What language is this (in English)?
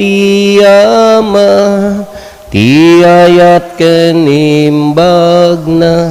Iloko